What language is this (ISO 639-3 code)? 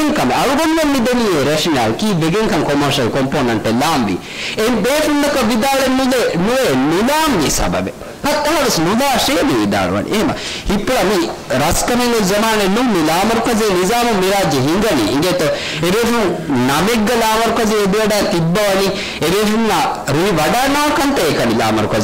div